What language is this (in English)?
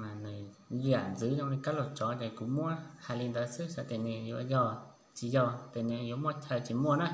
Hmong